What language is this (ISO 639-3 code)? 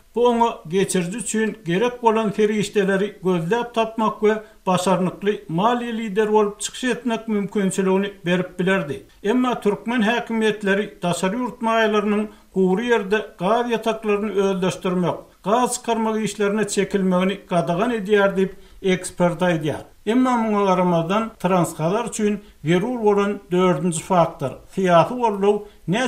tuk